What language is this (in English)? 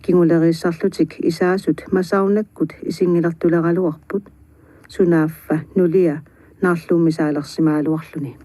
Kalaallisut